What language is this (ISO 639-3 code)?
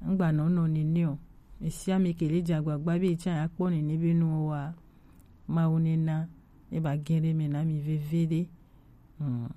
gej